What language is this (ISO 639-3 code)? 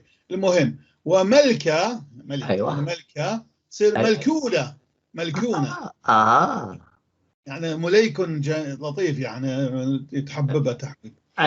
apc